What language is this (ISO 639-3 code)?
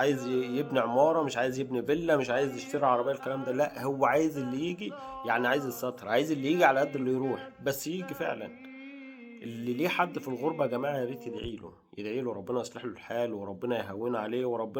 arz